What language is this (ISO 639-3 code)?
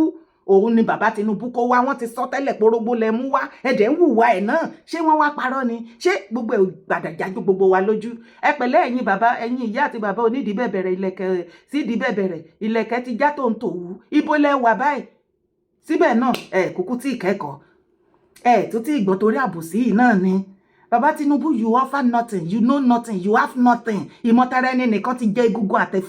yor